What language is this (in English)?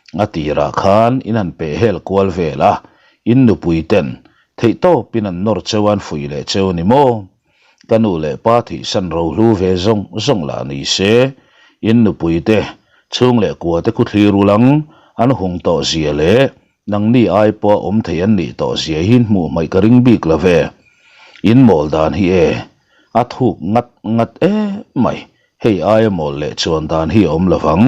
Mizo